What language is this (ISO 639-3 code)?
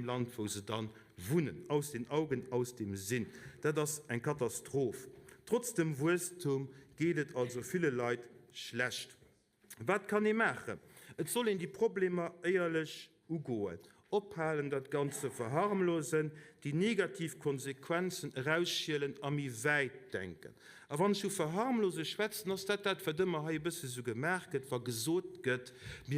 ltz